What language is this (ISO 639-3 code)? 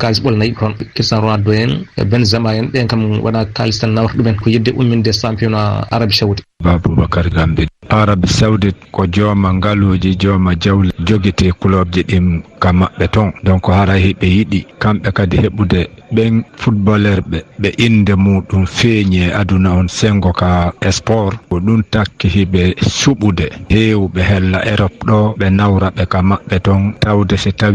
ful